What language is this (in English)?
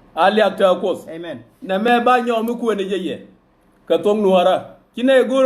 Nuer